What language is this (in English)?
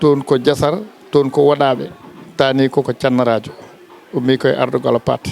Fula